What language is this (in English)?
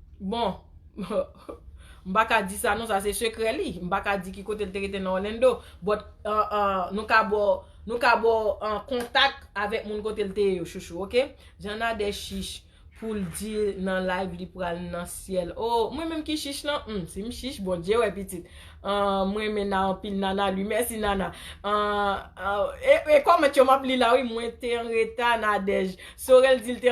Haitian Creole